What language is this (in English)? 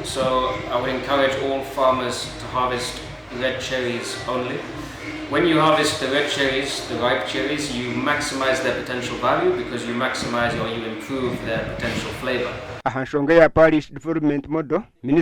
Nyankole